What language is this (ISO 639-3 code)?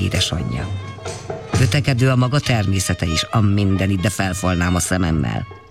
hun